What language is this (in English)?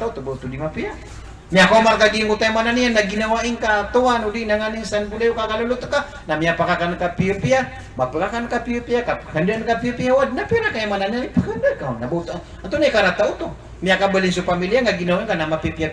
Maranao